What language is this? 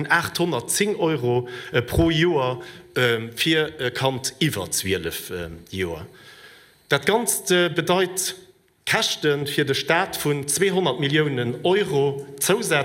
Luxembourgish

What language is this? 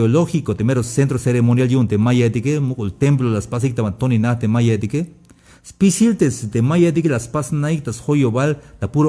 Tzeltal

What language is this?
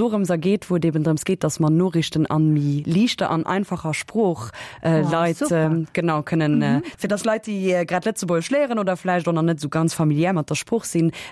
Luxembourgish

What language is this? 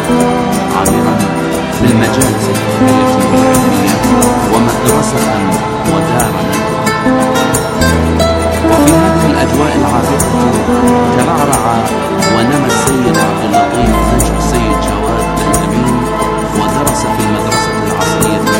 Arabic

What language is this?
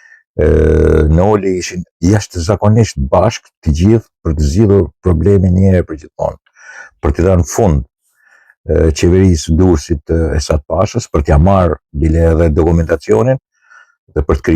Albanian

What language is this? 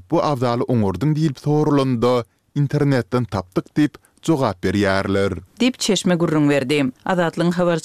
Turkmen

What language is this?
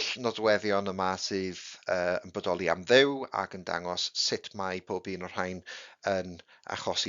Welsh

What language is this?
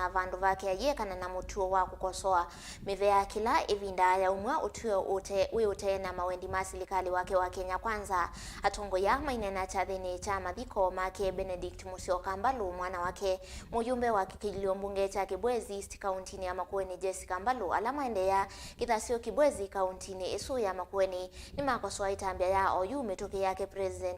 Kamba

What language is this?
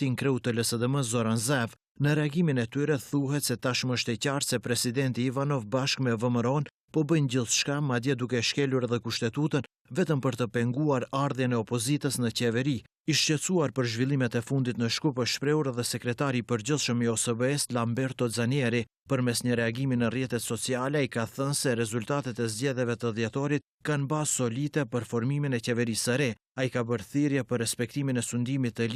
Albanian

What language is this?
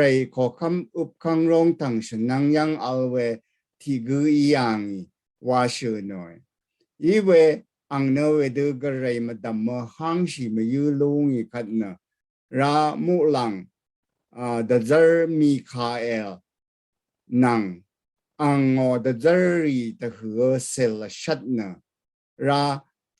Rawang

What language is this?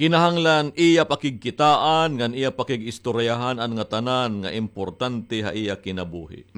Waray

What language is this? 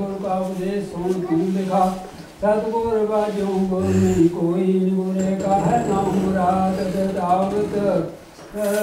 Punjabi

